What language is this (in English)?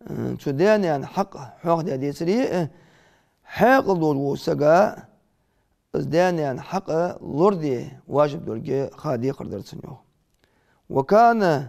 Ingush